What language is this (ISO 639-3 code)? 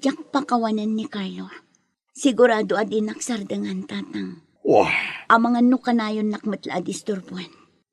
ilo